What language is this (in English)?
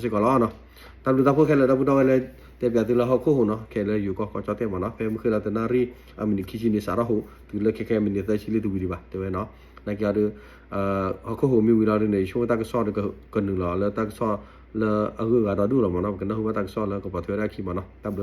S'gaw Karen